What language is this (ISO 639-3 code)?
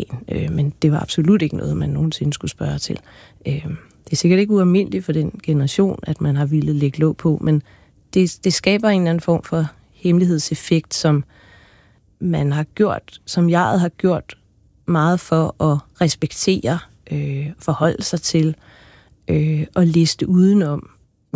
dan